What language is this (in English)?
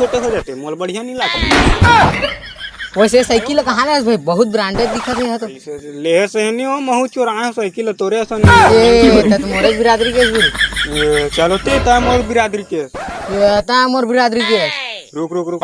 Chhattisgarhi